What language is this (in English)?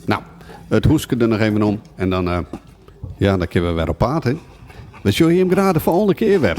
Western Frisian